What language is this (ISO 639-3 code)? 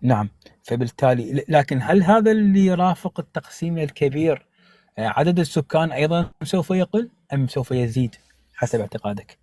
apc